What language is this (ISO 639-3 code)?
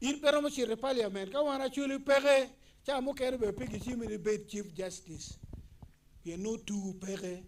ach